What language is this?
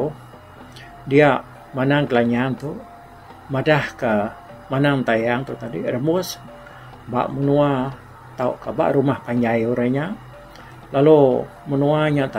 Iban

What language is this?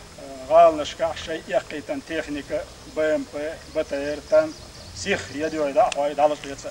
Chechen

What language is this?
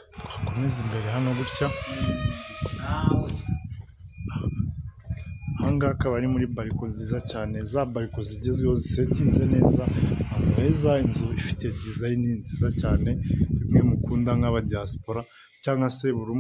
Kinyarwanda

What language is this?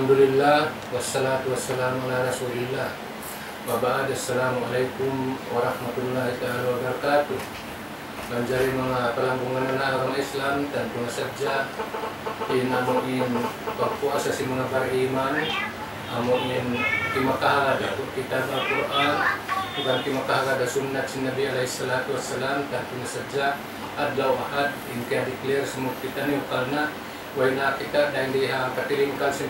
Tausug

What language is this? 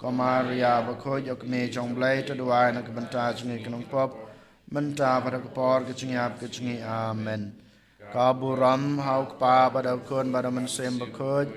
Khasi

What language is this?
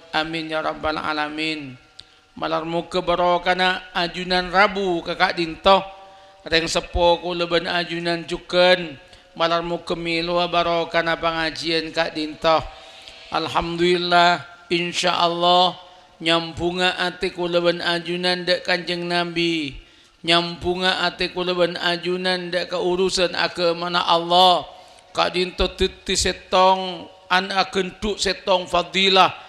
Madurese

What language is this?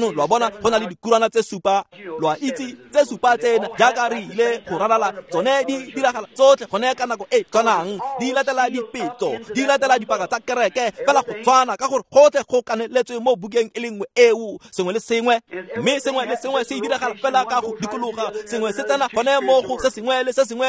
Tswana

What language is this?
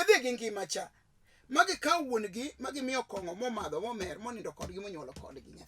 Luo (Kenya and Tanzania)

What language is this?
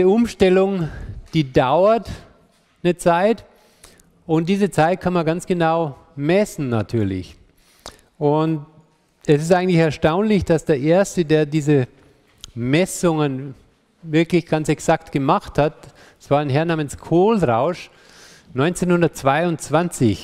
German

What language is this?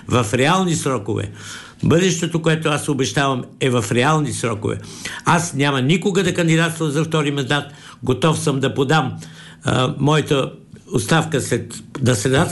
Bulgarian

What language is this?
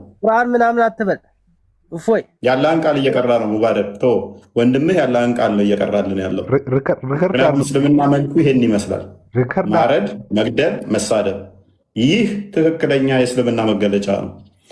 Amharic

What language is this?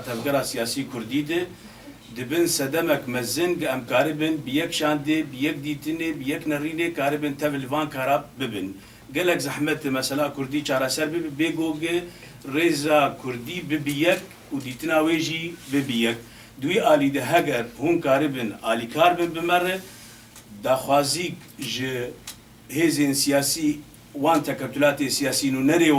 Kurdish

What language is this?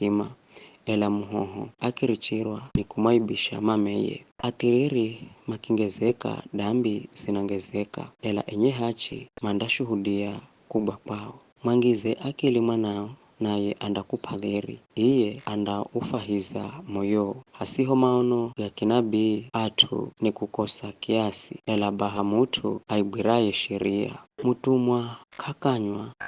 Giryama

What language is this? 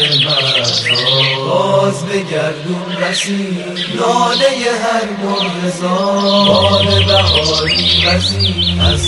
Persian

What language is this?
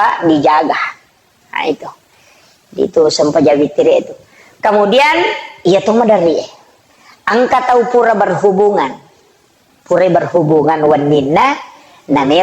Buginese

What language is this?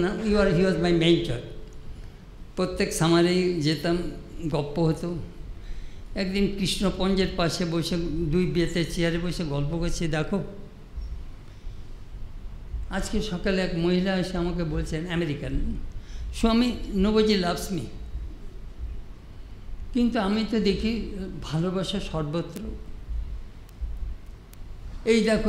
Bangla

